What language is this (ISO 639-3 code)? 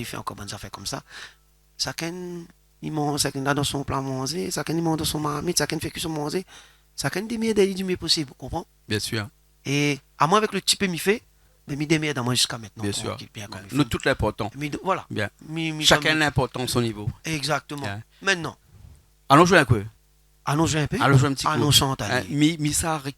rcf